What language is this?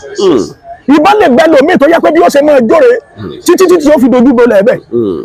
Yoruba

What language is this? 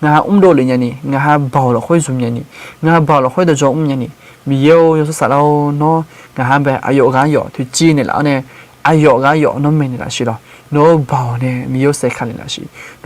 Akha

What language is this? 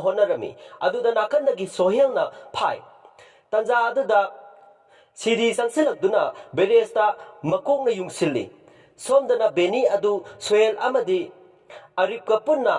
Manipuri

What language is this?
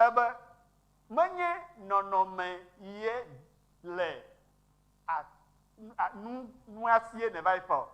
Ewe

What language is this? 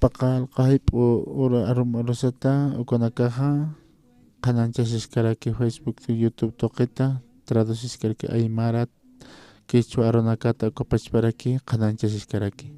Aymara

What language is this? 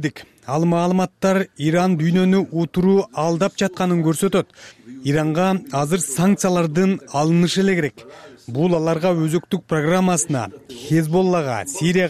Kyrgyz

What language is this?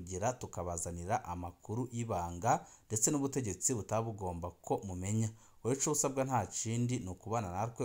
Rundi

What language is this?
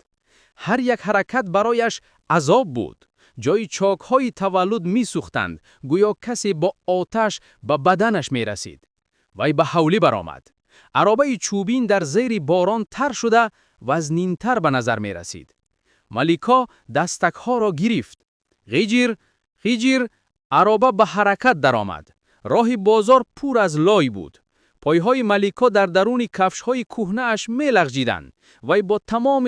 Tajik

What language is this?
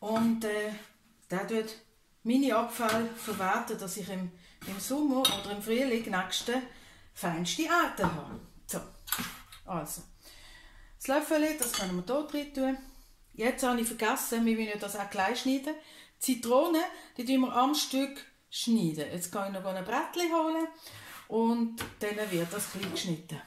Swiss German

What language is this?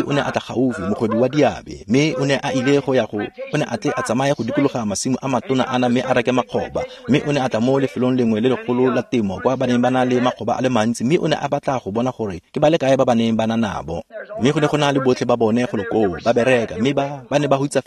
Tswana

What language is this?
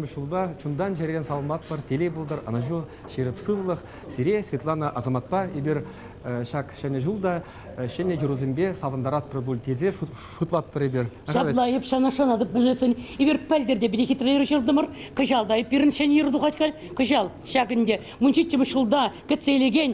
Chuvash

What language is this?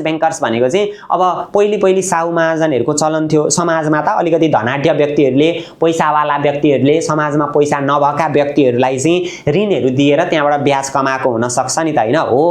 Nepali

